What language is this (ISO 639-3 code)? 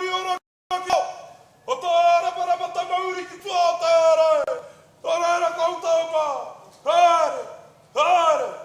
mri